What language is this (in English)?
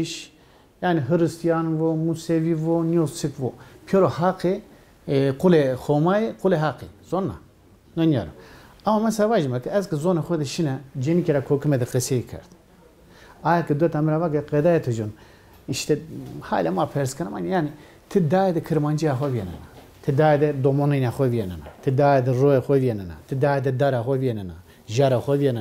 Zaza